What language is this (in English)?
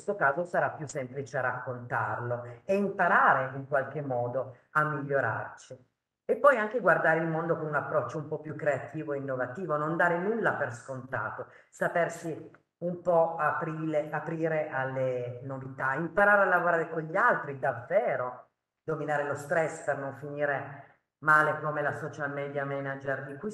Italian